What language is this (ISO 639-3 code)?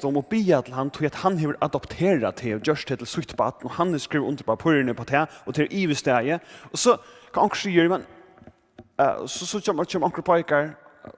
fao